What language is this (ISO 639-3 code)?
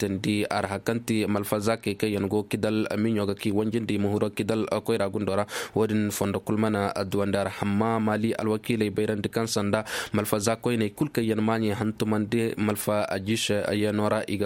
ses